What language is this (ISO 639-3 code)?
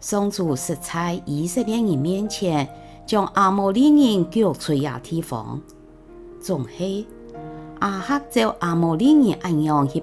hak